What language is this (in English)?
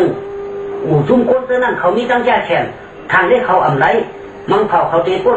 Shan